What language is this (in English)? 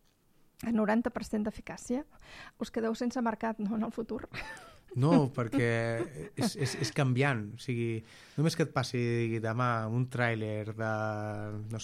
Catalan